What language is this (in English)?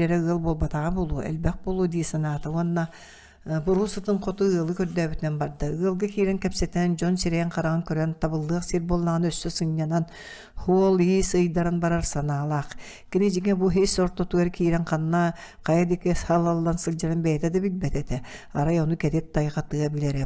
Yakut